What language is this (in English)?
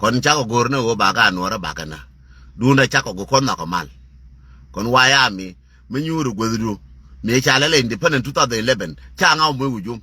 Nuer